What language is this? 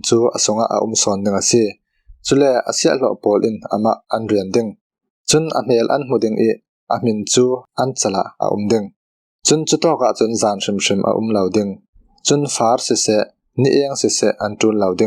Falam Chin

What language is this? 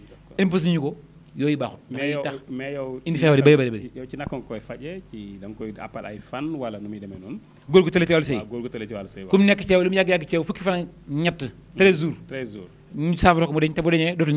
Wolof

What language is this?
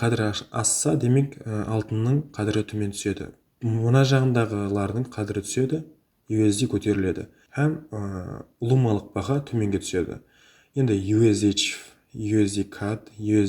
Kara-Kalpak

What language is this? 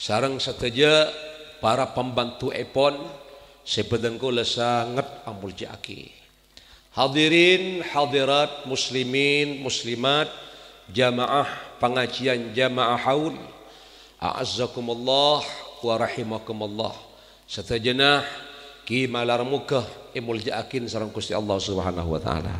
Madurese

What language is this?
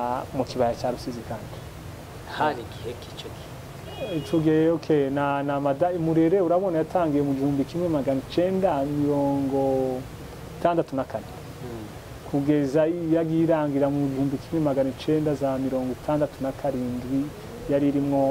Kinyarwanda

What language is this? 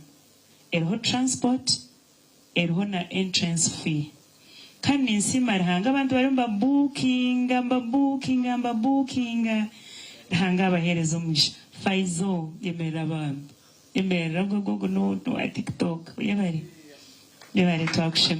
Nyankole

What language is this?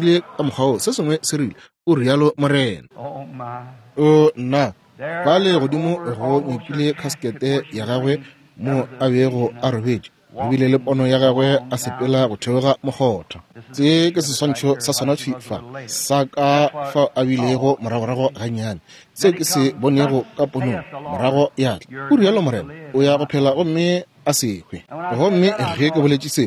Northern Sotho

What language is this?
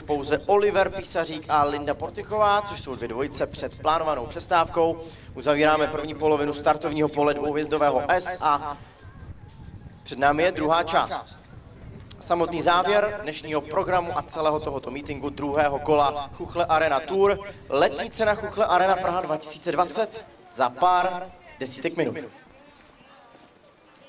Czech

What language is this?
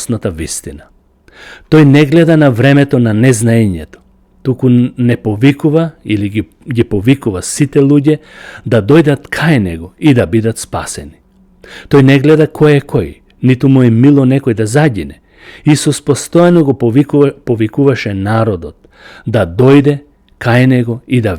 Macedonian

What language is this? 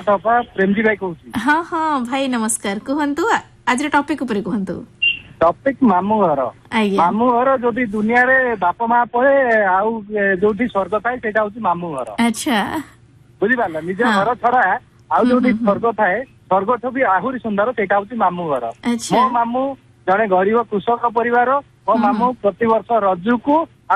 Odia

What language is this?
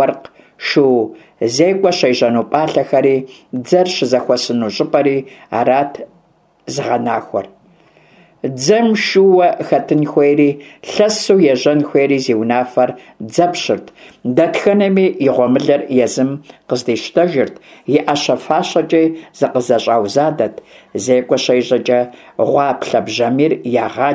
Kabardian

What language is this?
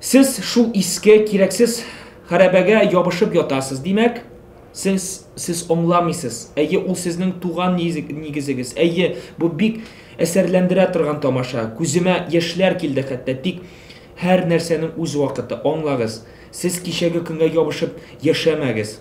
Tatar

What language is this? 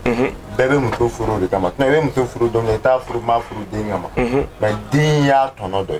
Bambara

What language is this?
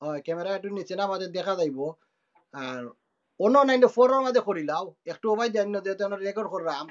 Sylheti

